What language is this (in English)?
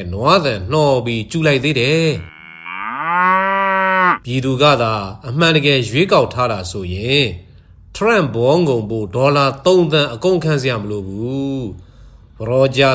Burmese